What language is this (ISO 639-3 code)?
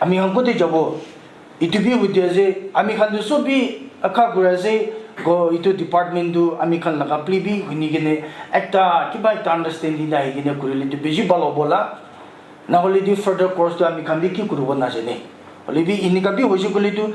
nag